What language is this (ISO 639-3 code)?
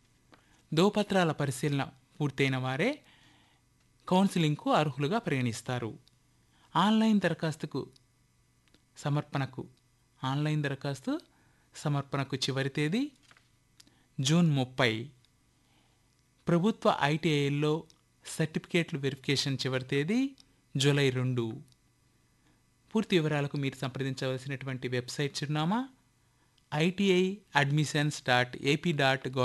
tel